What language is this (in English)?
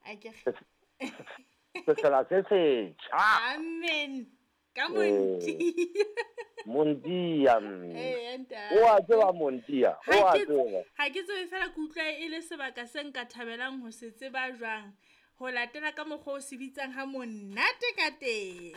Southern Sotho